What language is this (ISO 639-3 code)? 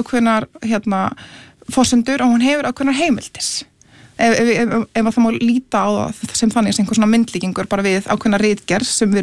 isl